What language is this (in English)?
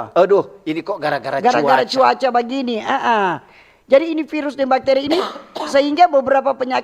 Manado Malay